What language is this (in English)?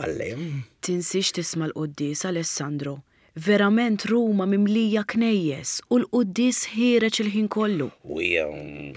Maltese